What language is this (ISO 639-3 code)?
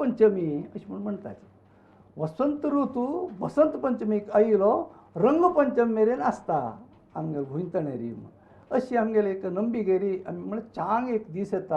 kok